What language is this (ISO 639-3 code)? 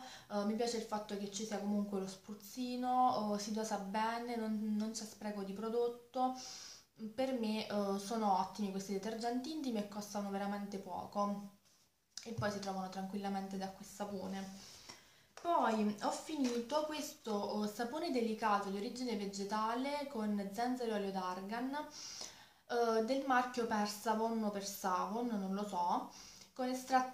ita